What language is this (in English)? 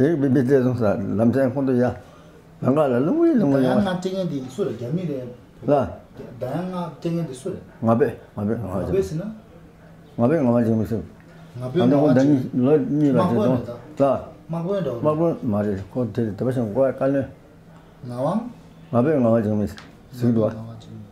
Tibetan